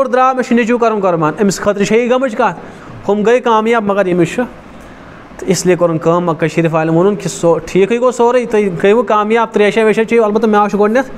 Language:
Kashmiri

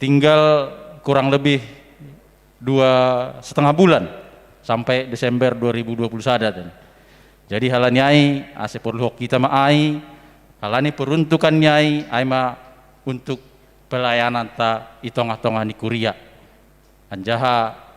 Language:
Batak Simalungun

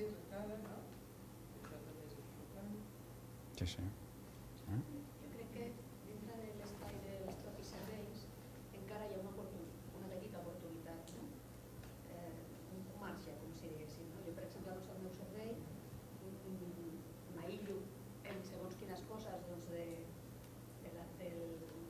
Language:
Catalan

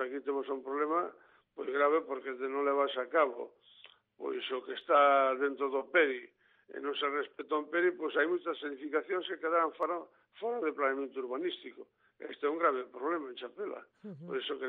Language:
Galician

